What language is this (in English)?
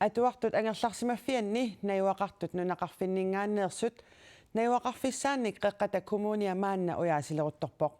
Kalaallisut